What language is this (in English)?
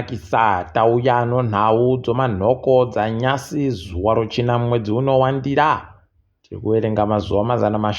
Ndau